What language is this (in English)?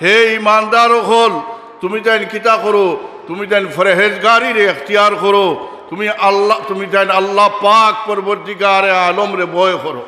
Sylheti